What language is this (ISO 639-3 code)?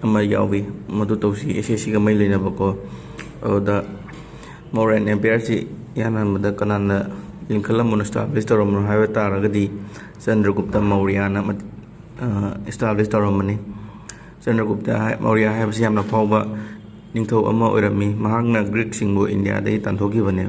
mni